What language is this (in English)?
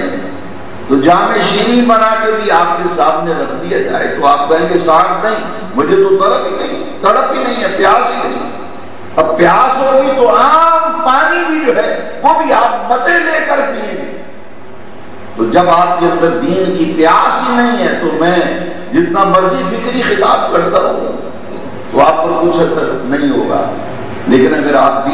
Urdu